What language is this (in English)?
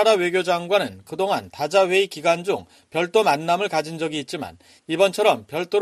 Korean